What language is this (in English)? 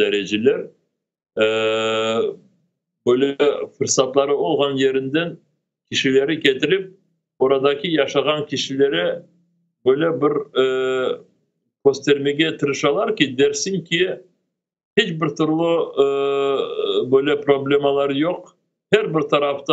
Crimean Tatar